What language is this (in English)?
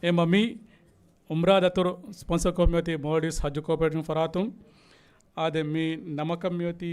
Divehi